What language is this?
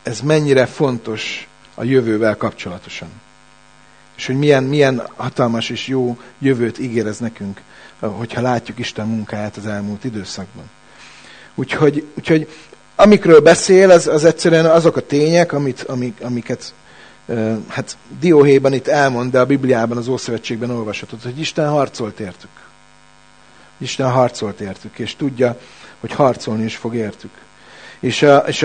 Hungarian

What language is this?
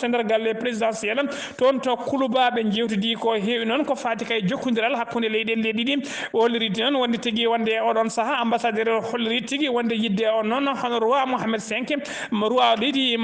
Fula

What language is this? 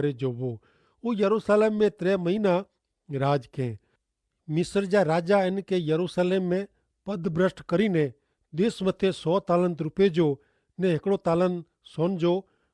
Kachhi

